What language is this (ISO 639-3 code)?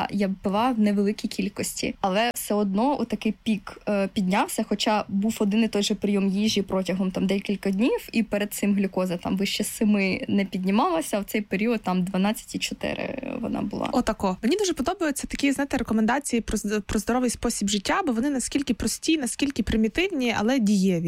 ukr